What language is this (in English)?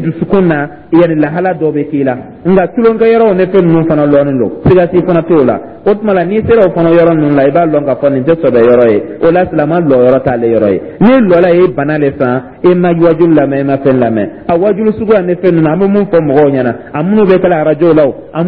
Dyula